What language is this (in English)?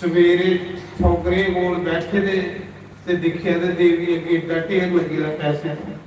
Dogri